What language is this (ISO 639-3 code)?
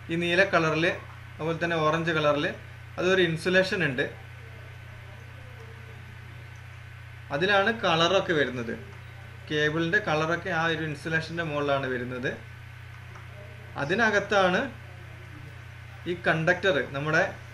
mal